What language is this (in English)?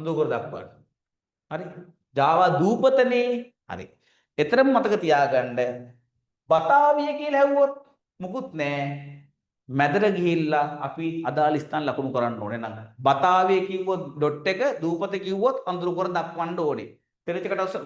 Sinhala